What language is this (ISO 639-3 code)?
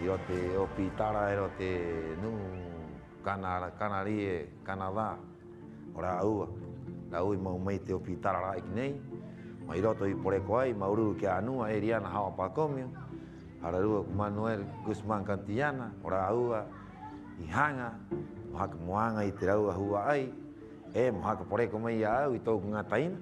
rap